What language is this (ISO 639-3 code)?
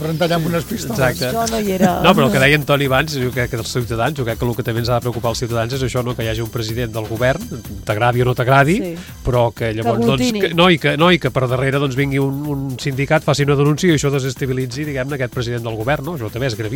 cat